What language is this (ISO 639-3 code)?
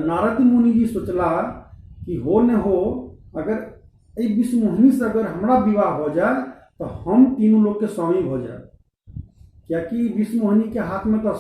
mai